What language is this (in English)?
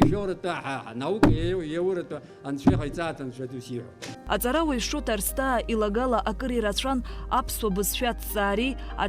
Abkhazian